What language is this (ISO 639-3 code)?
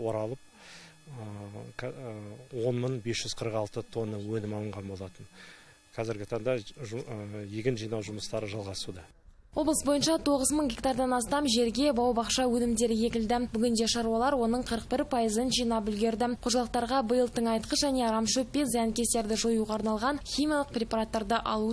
kaz